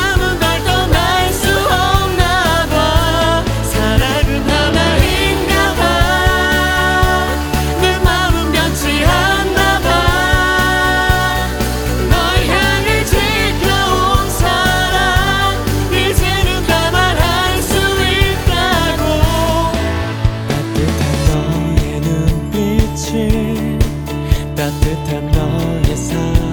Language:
Korean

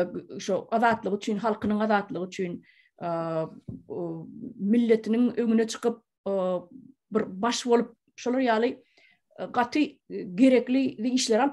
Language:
Turkmen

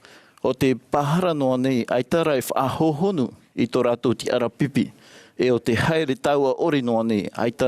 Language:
Tahitian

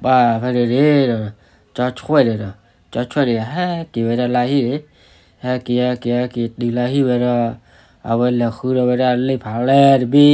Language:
S'gaw Karen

